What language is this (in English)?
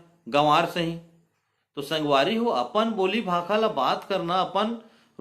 Chhattisgarhi